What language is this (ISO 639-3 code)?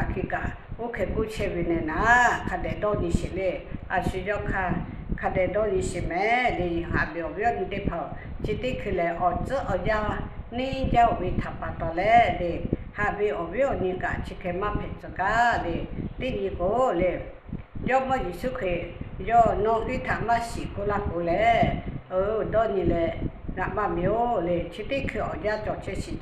lhu